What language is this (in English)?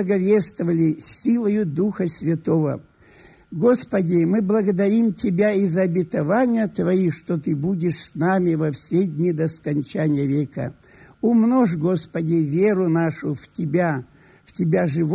Russian